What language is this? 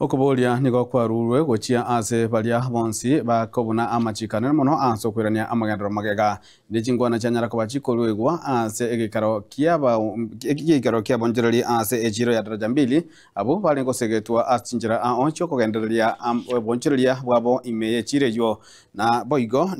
Gusii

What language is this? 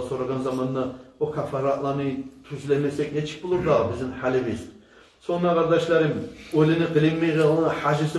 Kumyk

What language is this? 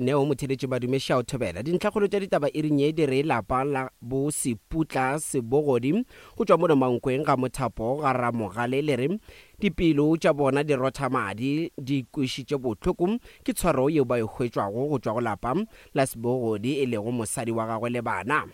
Northern Sotho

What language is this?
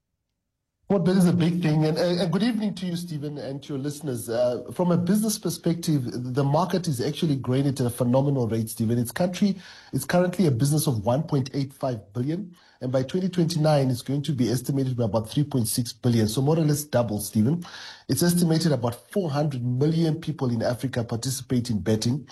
English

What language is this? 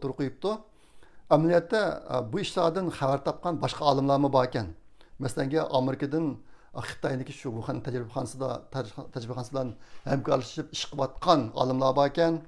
Uyghur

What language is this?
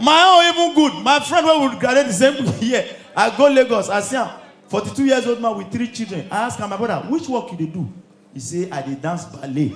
Nigerian Pidgin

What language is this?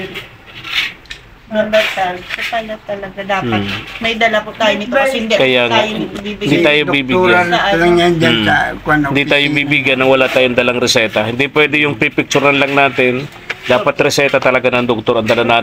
Filipino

